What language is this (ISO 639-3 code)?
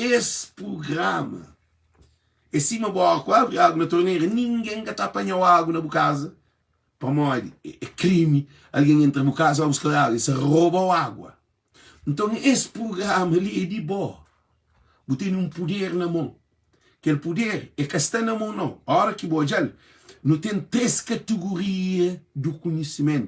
kea